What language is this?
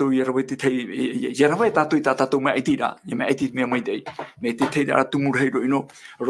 Tahitian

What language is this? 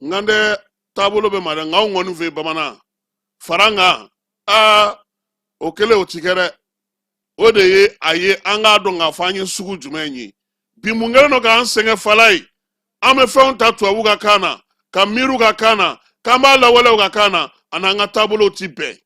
Bambara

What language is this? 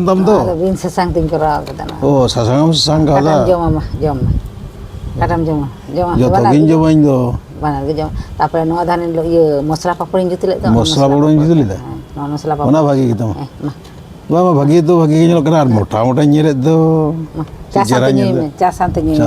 Santali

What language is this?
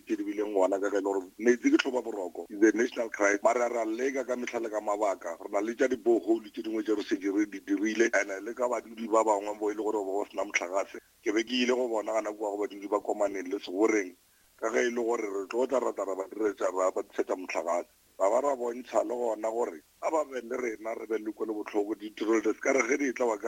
Northern Sotho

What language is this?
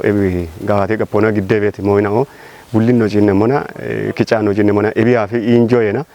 Kafa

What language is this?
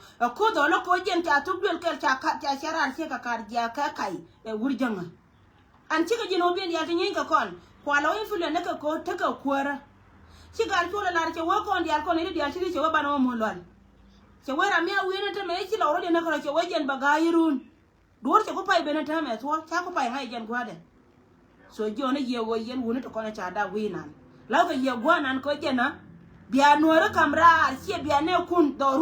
Nuer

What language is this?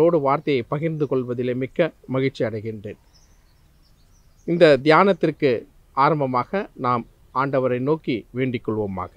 Tamil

